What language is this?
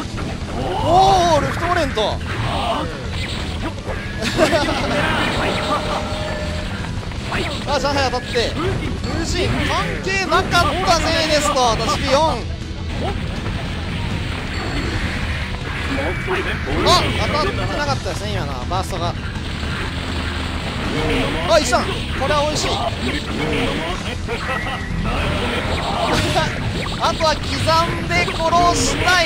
Japanese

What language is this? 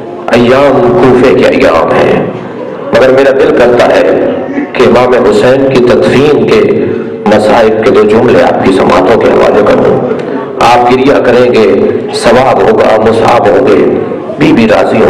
Urdu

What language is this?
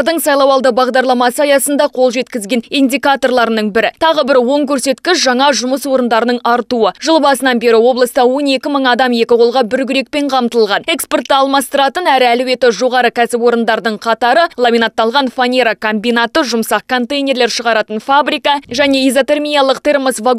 Kazakh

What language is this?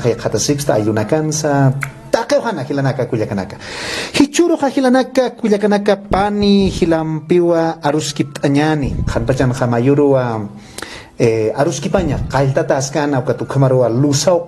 Aymara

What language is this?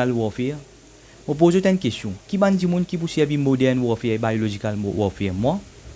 Morisyen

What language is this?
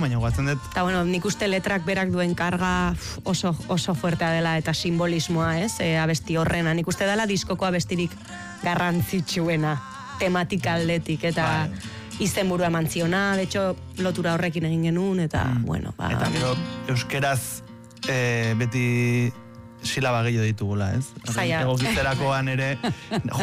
Basque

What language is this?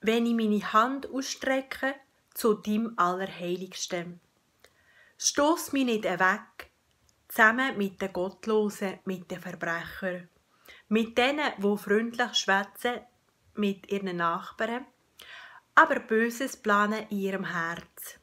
Swiss German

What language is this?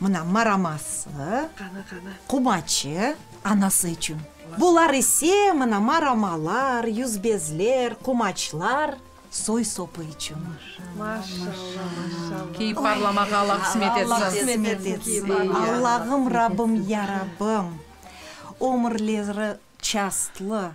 Crimean Tatar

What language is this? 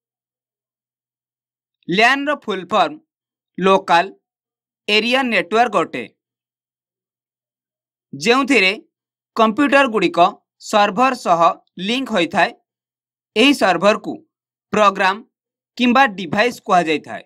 Odia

